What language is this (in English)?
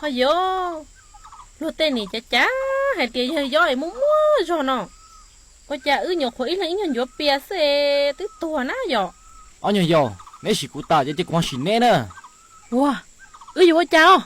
Hmong